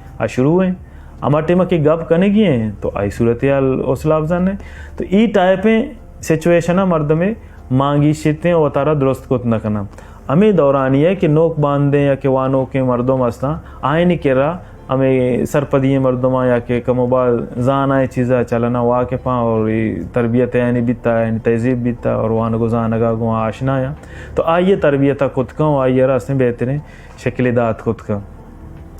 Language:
Baluchi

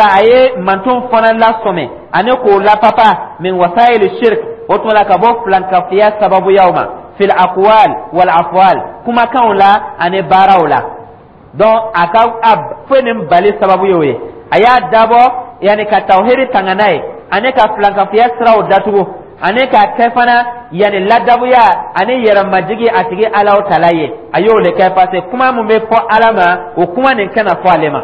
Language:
Dyula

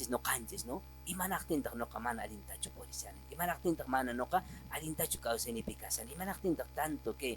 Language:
Quechua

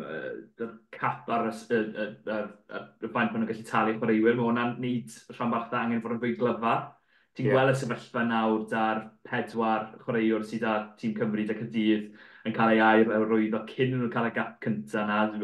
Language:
Welsh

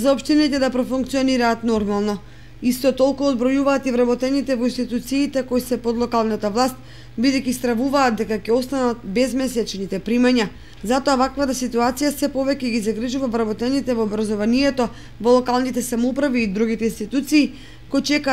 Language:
Macedonian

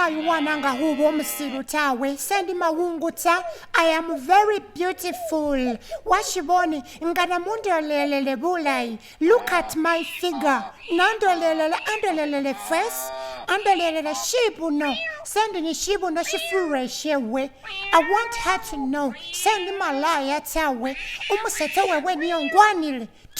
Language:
Masaaba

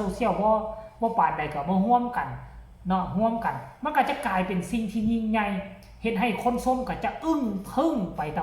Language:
Northeastern Thai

